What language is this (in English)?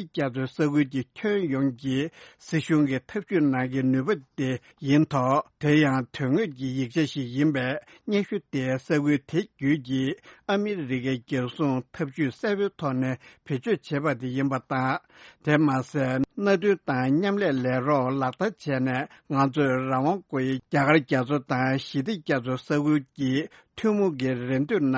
Tibetan